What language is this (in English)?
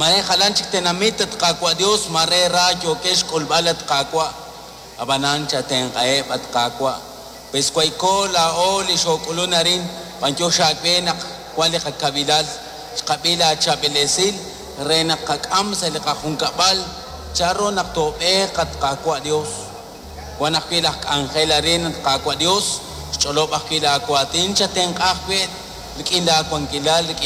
Kekchí